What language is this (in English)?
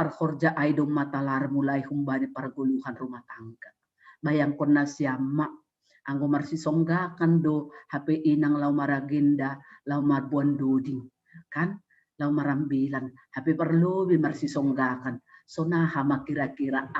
Batak Simalungun